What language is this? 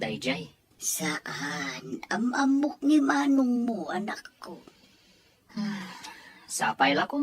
Iloko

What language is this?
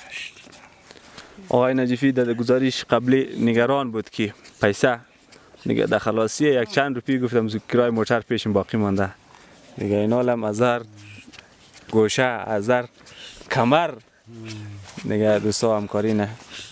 Persian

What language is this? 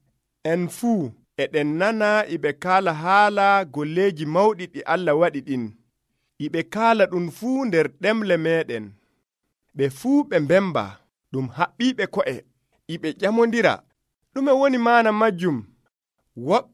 Nigerian Fulfulde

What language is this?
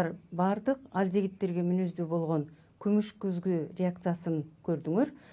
Kyrgyz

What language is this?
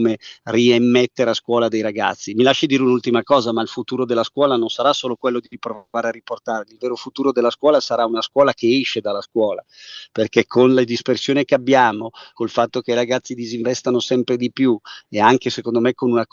Italian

